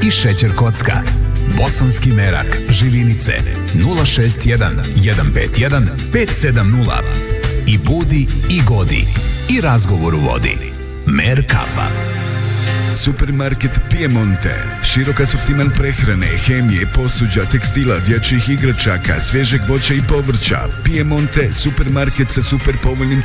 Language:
Bosnian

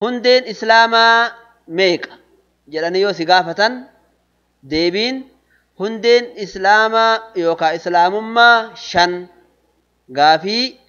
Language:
Oromo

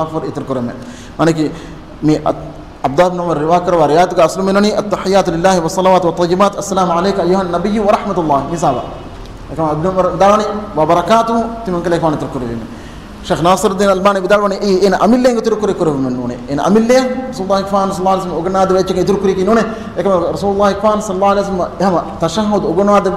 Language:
Divehi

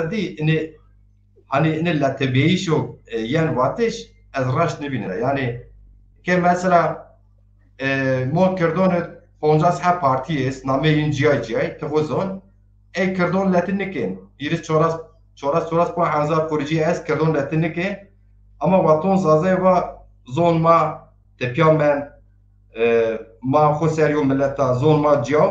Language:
Zaza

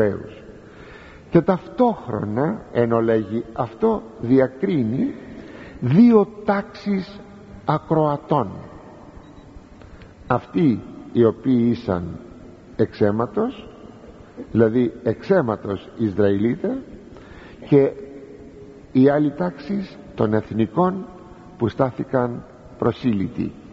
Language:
Greek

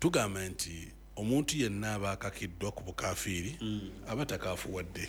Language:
Ganda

